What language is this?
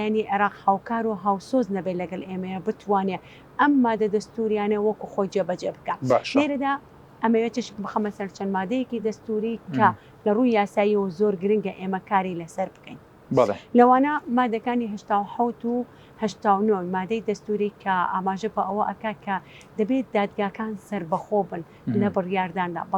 Central Kurdish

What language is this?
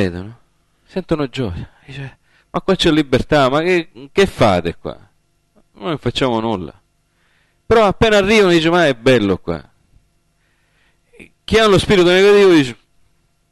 Italian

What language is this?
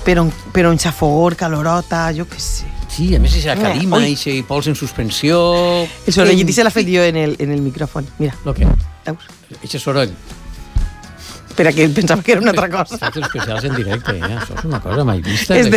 Catalan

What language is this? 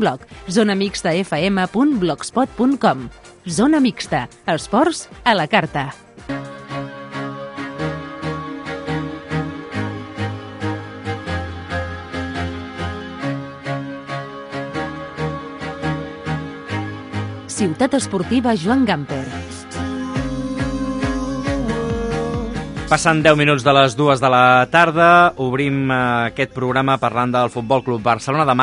Catalan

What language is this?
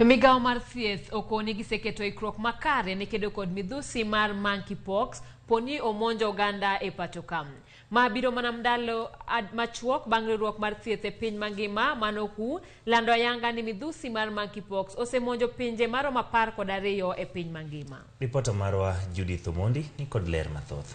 Luo (Kenya and Tanzania)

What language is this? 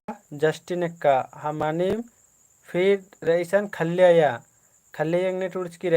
Kurukh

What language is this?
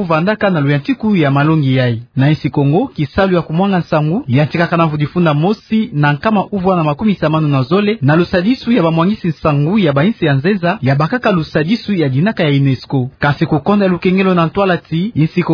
Kituba (Democratic Republic of Congo)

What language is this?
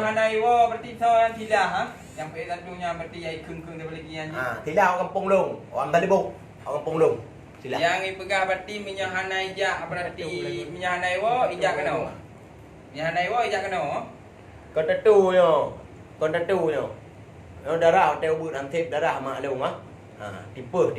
Achinese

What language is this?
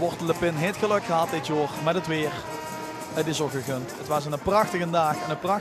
Limburgish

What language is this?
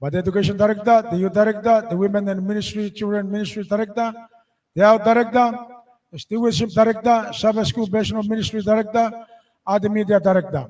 Gilbertese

